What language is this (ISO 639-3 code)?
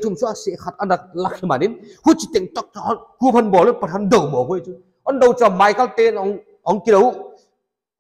pck